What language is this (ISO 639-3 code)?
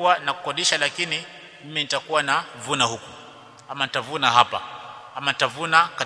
swa